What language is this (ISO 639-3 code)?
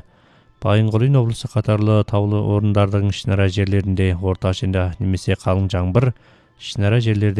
kaz